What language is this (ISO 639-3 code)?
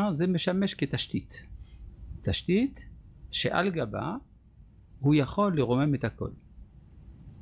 heb